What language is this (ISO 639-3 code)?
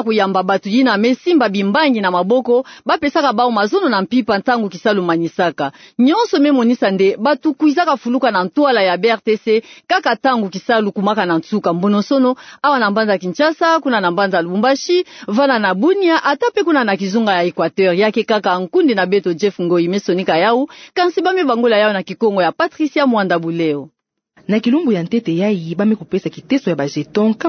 ktu